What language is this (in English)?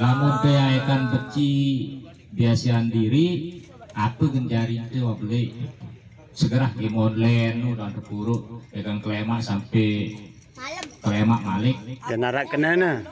Sasak